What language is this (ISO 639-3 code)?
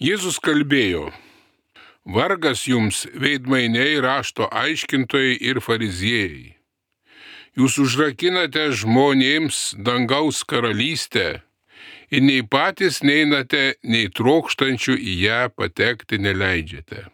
lit